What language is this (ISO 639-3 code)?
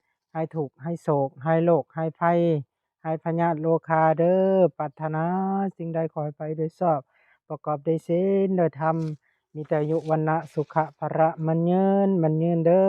lao